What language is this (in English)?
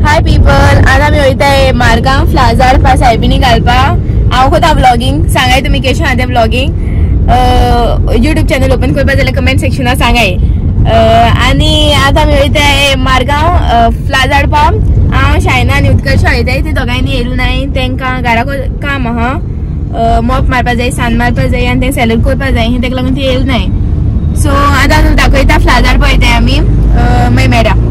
Konkani